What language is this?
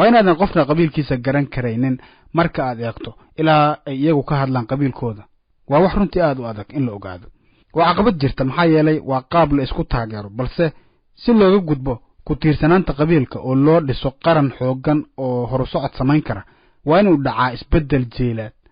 Somali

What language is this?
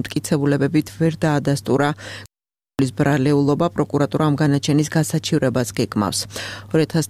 Georgian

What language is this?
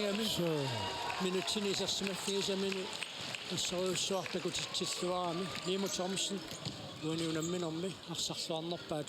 Kalaallisut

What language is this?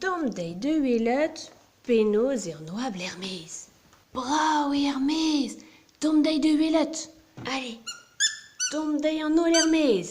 Breton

